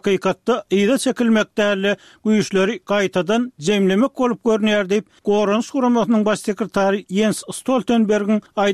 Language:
Turkmen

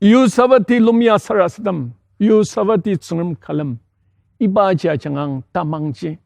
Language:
Ao Naga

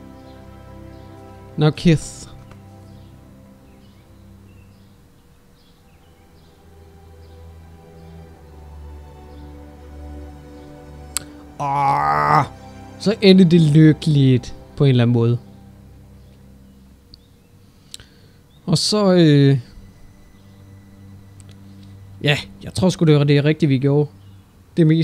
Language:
Danish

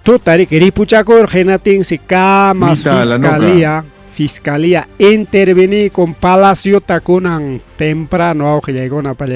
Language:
Ayacucho Quechua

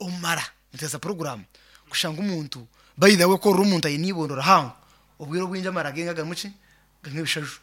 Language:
Nyankole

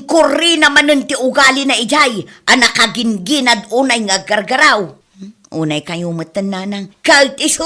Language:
Iloko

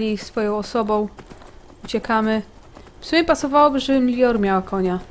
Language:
Polish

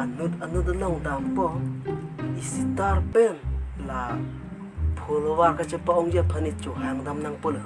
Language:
Karbi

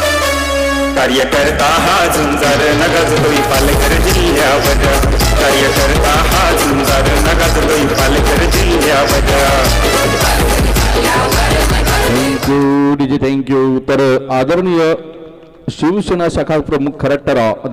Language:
Marathi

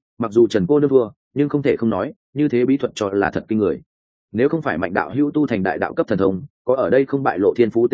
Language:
Vietnamese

